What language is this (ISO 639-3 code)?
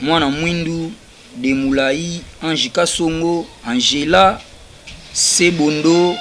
lin